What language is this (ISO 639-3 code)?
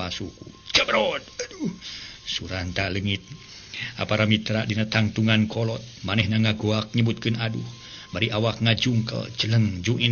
sun